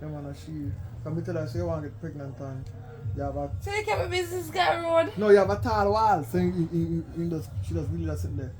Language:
Jamaican Creole English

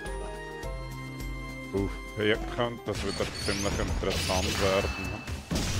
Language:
German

